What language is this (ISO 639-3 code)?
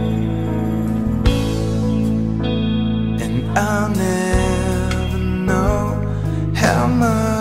eng